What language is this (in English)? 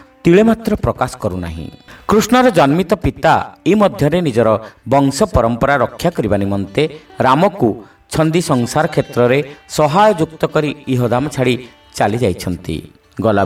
Odia